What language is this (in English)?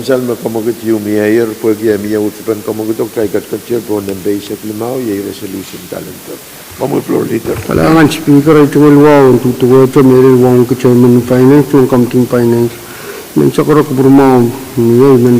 Pohnpeian